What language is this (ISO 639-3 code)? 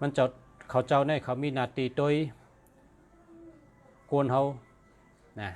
shn